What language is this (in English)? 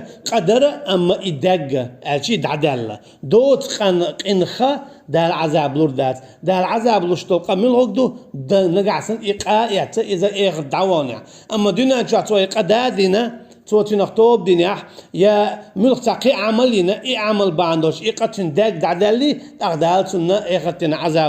Chechen